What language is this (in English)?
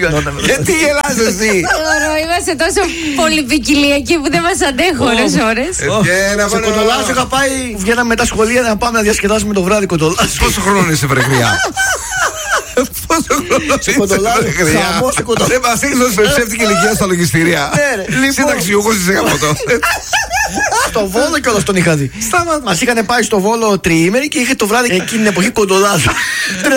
Greek